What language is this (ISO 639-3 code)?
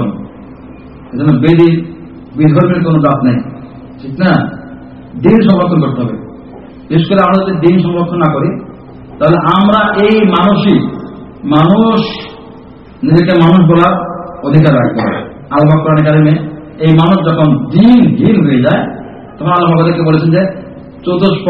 ben